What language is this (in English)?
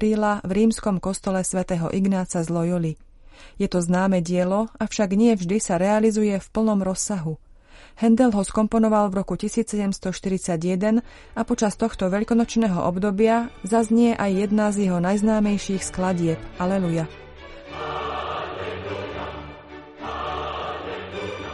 Slovak